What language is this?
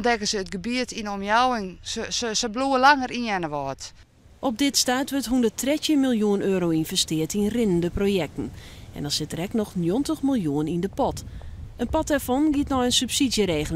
Western Frisian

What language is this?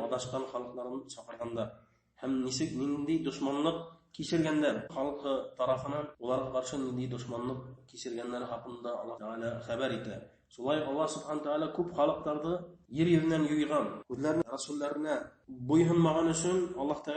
Bashkir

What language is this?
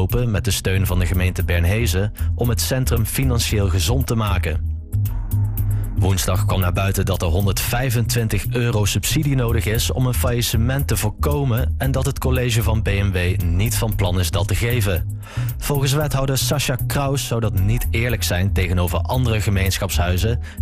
Dutch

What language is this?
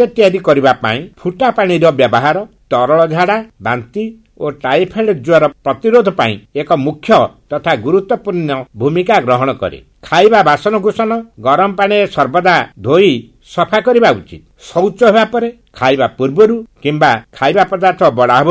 Odia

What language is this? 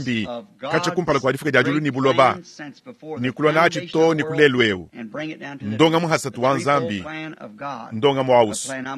Luba-Lulua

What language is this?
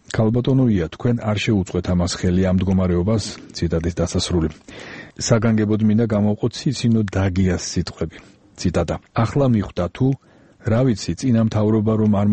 Georgian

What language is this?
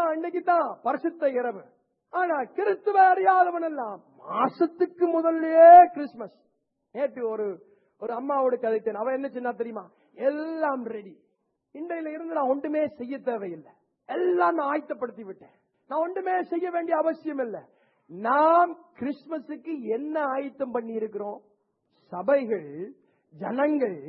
Tamil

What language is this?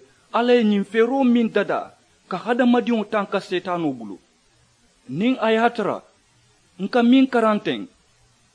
Mandingo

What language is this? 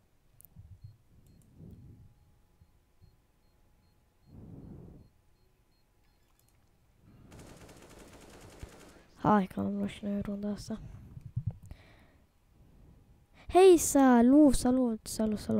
Romanian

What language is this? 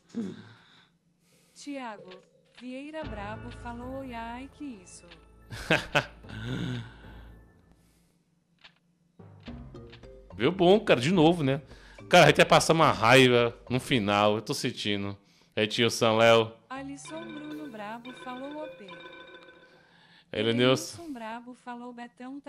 Portuguese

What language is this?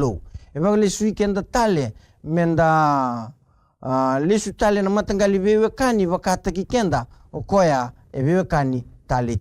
Fijian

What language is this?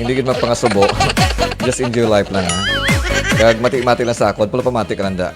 Hiligaynon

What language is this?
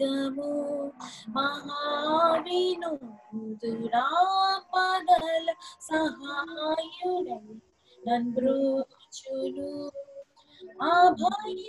Telugu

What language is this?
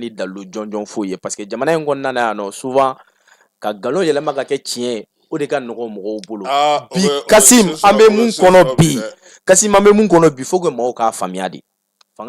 Bambara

